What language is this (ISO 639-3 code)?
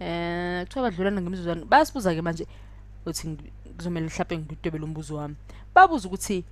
zul